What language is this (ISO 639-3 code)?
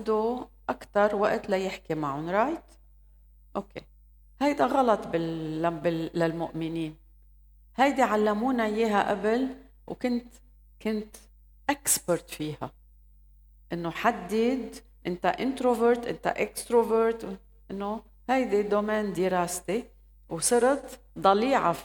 apc